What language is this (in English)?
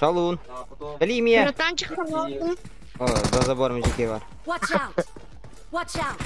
Yakut